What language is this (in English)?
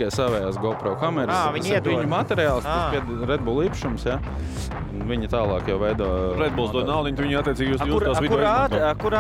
Latvian